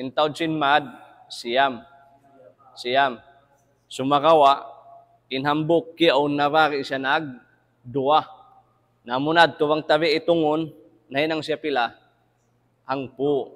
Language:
Tausug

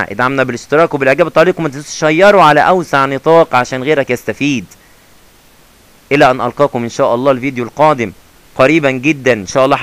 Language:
Egyptian Arabic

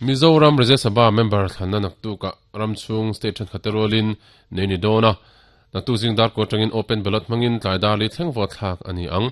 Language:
Mizo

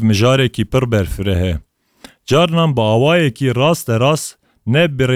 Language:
Kurdish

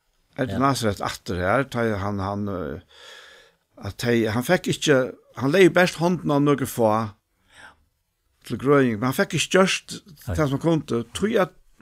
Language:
Faroese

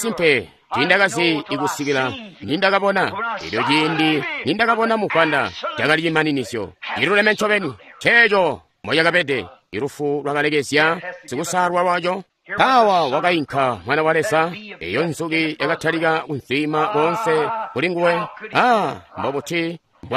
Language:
Tonga (Zambia)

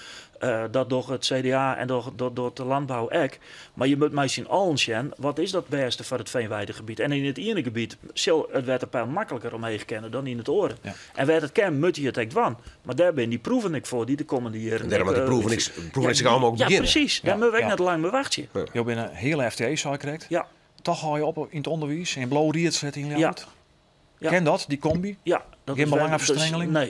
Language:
Western Frisian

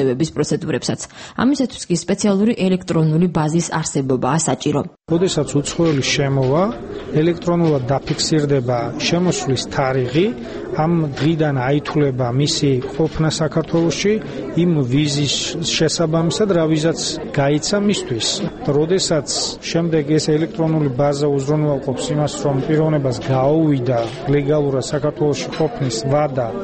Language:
Georgian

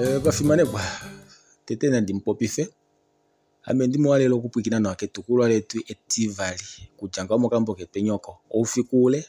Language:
Kuanyama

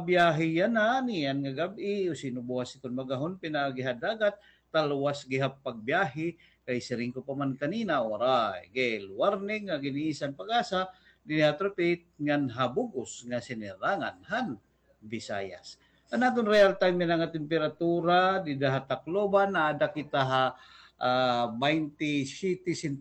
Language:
Waray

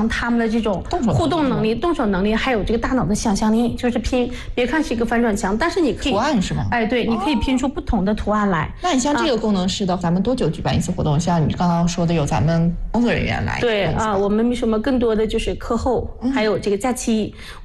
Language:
Chinese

